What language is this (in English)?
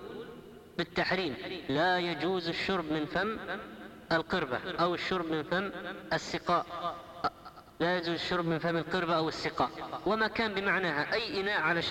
Arabic